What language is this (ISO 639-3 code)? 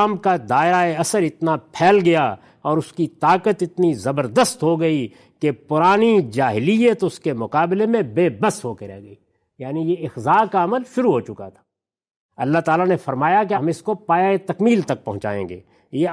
urd